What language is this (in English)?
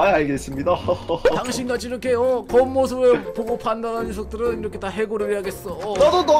Korean